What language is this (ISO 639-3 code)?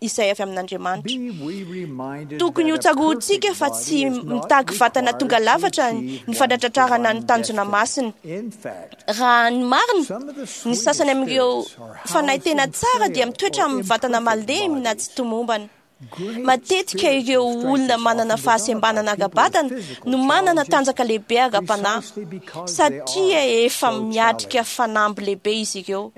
mlg